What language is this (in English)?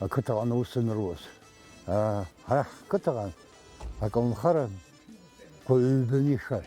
Abkhazian